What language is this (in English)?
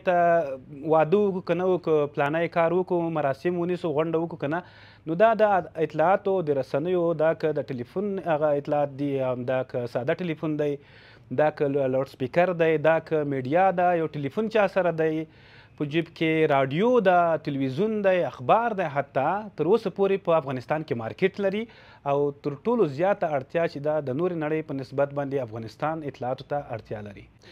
Pashto